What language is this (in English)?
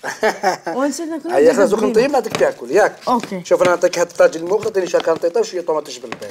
Algerian Arabic